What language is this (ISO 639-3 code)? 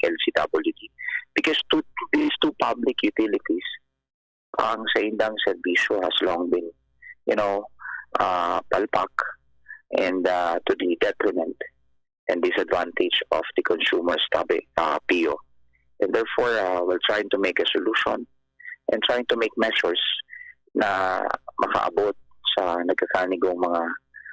bik